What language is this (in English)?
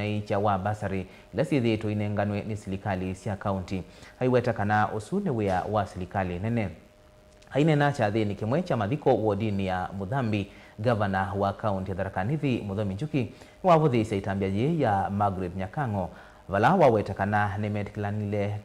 Kamba